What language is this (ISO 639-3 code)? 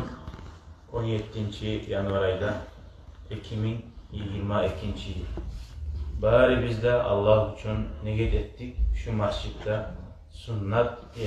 kum